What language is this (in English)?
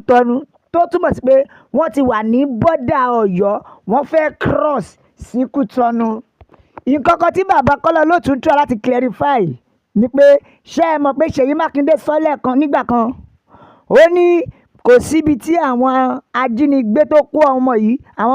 Yoruba